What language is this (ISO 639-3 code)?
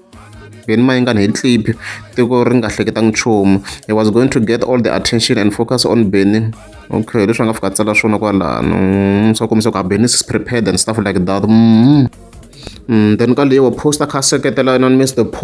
tso